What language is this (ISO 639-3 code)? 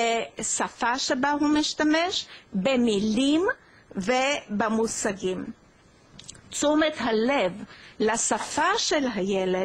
heb